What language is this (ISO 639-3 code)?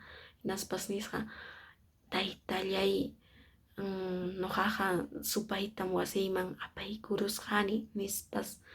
que